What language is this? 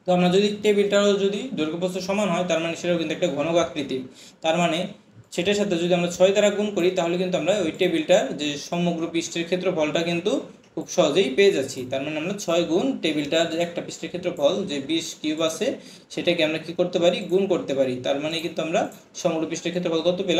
Bangla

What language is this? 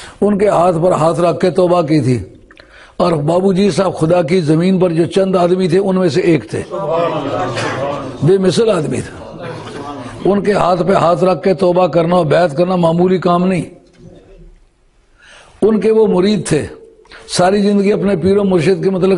Urdu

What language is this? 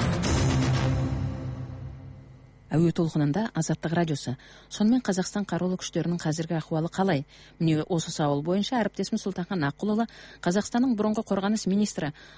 Kazakh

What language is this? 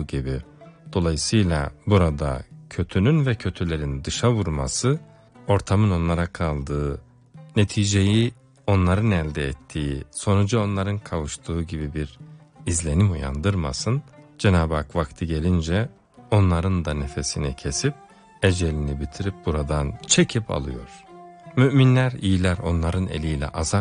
Turkish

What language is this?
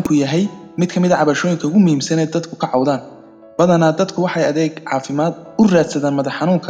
Somali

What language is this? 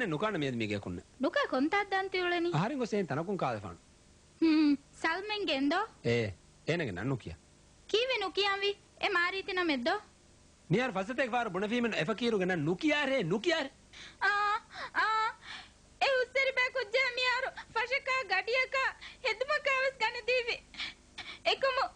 Divehi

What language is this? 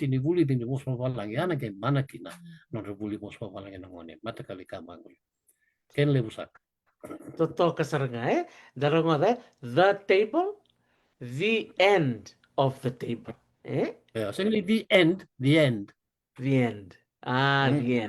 Fijian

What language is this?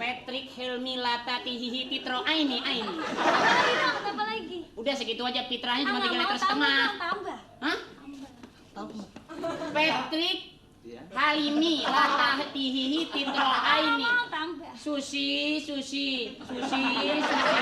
Betawi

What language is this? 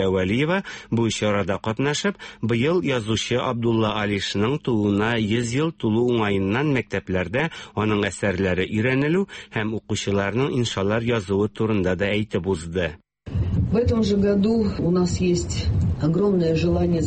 Tatar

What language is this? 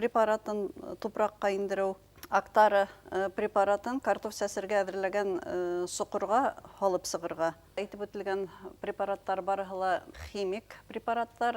Bashkir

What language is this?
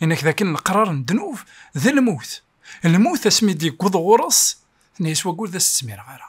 Kabyle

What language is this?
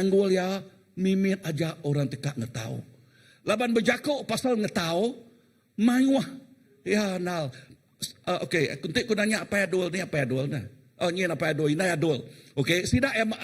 Iban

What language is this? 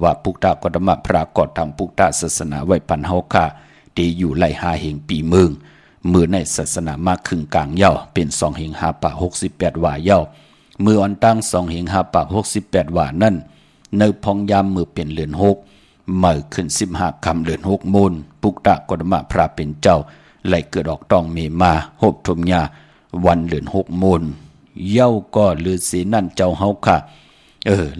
Shan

